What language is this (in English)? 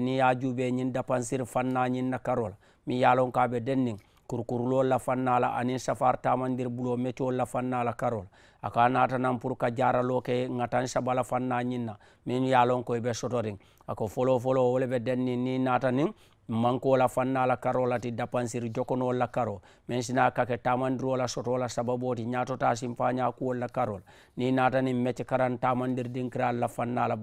Mandingo